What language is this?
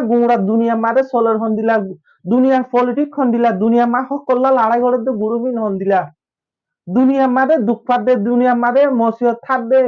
Rohingya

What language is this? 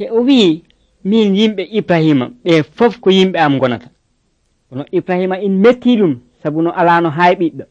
Nigerian Fulfulde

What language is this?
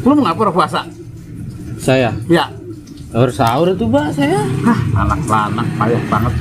Betawi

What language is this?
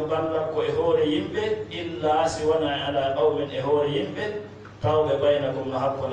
Fula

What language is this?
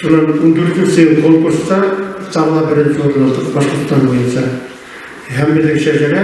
Bashkir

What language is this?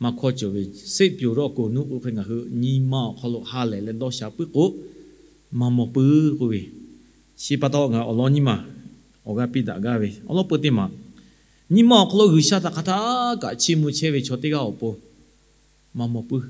Lahu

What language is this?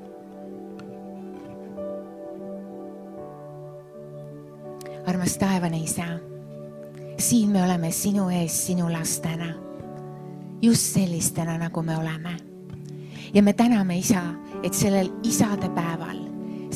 Estonian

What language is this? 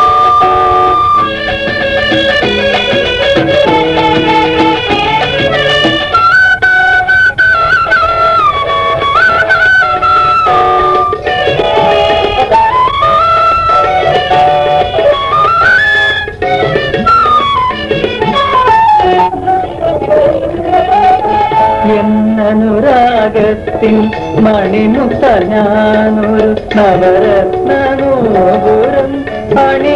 Malayalam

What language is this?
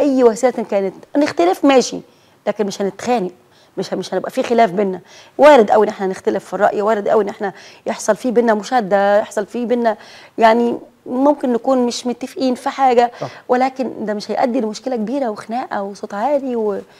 Egyptian Arabic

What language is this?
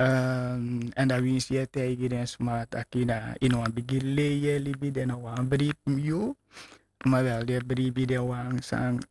Sranan Tongo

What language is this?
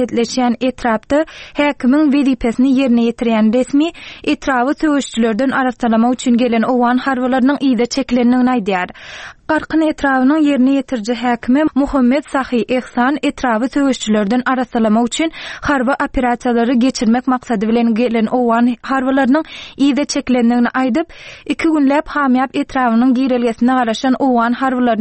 Turkmen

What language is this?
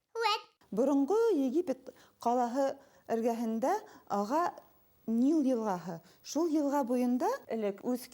Bashkir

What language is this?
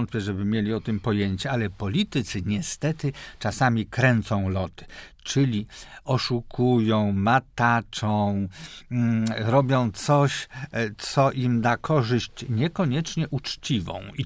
Polish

